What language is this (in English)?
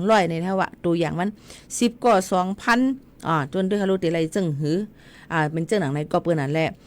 Shan